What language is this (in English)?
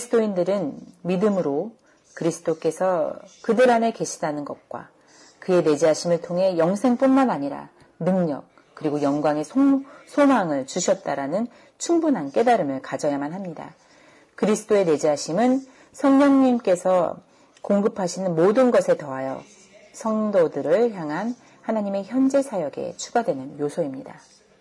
Korean